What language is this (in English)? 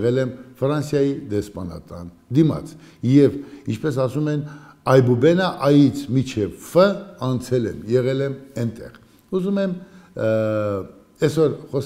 Armenian